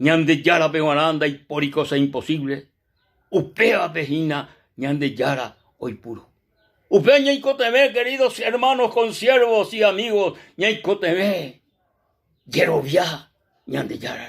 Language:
Guarani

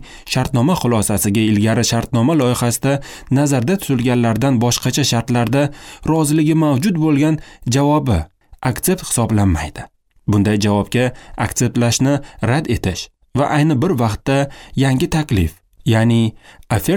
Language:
Uzbek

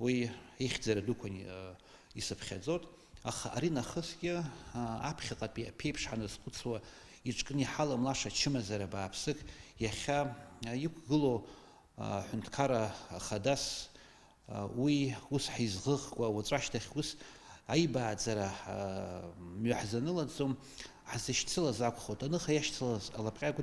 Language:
Abkhazian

